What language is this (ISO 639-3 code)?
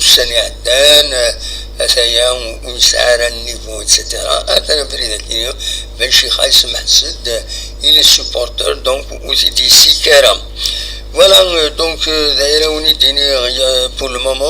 kab